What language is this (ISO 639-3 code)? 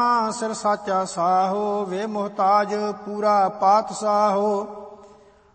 pan